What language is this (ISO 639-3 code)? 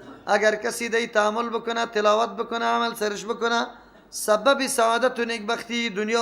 fas